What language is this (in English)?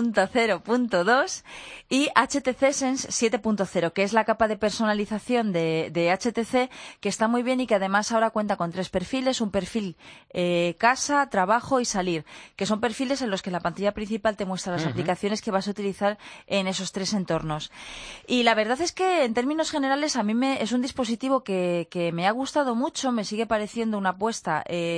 Spanish